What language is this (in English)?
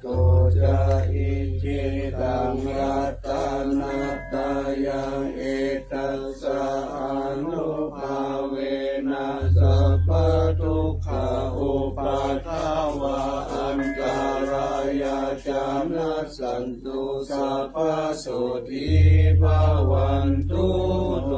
Pali